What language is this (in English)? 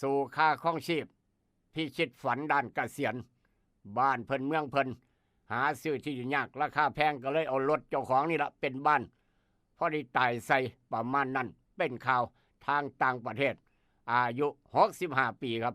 Northeastern Thai